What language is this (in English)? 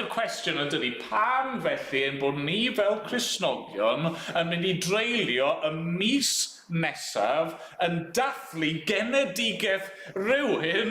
Welsh